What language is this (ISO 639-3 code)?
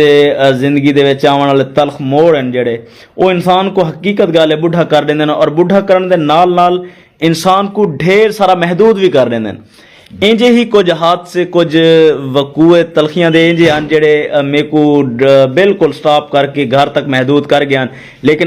skr